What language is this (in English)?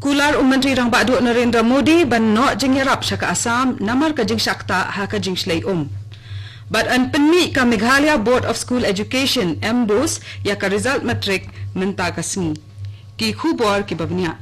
Khasi